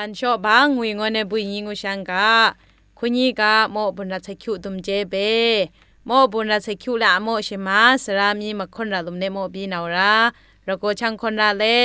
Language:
Zaiwa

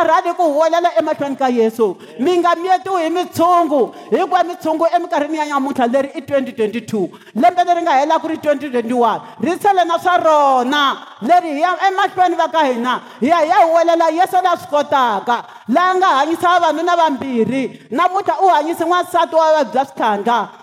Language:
Tsonga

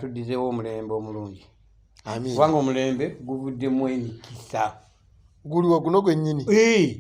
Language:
Ganda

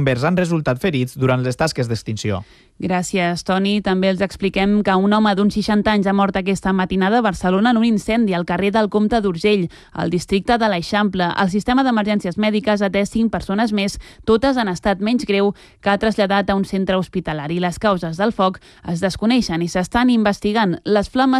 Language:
Catalan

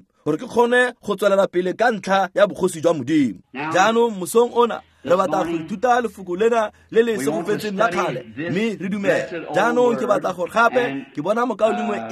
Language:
Tswana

